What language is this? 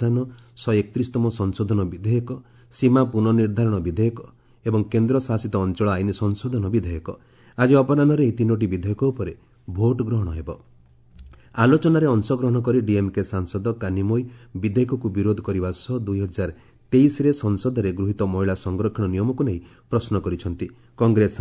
Odia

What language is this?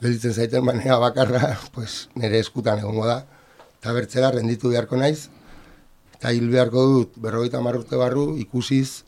Basque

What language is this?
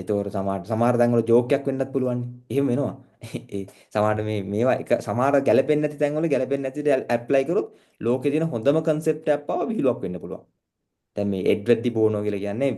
Sinhala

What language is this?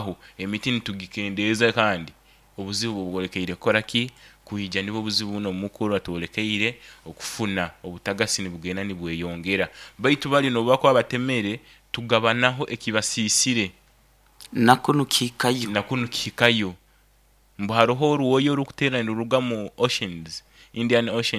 Nyoro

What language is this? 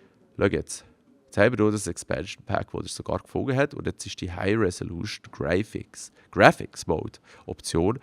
Swiss German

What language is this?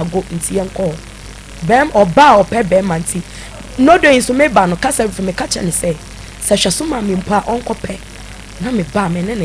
Akan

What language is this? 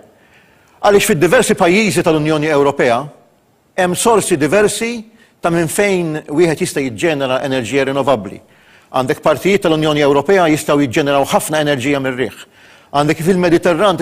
Maltese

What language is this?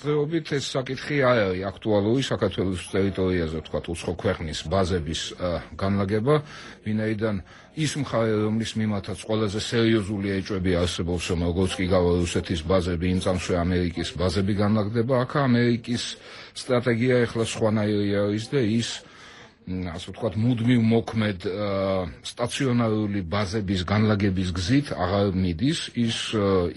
Georgian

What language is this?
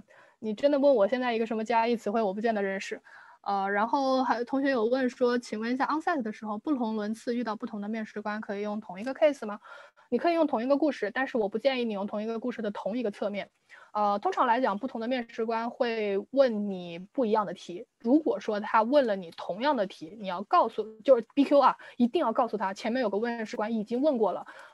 Chinese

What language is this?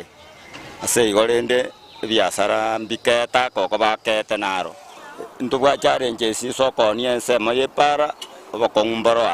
Gusii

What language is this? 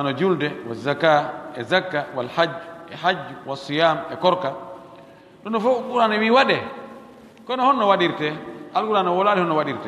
Pular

